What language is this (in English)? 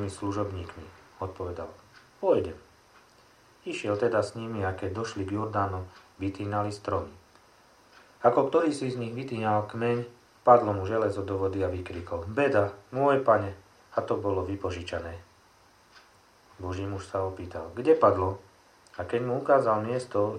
Slovak